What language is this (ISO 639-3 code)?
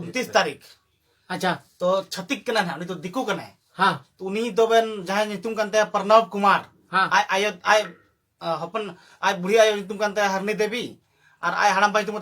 sat